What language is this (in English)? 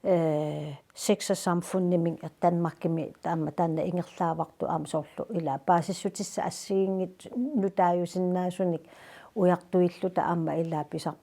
Kalaallisut